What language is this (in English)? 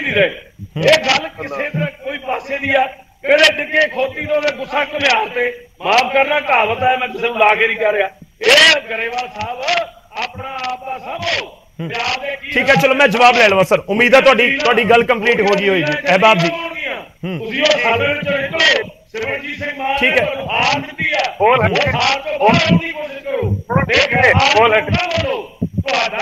Punjabi